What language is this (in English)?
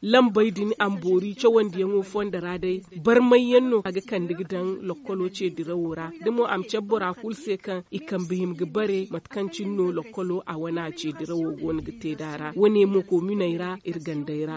Zarma